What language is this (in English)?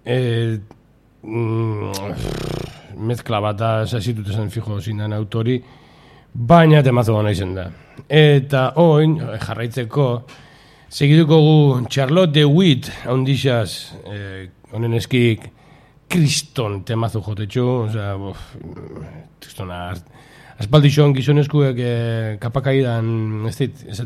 Basque